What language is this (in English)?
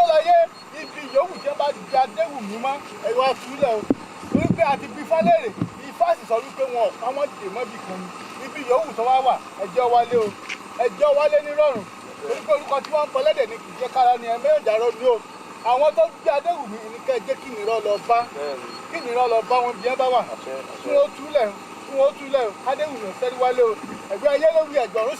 Yoruba